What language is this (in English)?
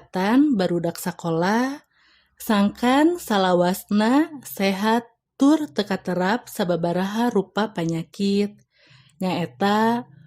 Sundanese